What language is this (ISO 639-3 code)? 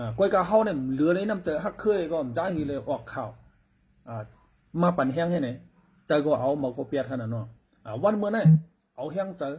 shn